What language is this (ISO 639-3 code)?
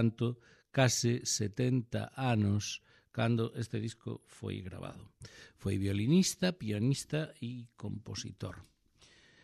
glg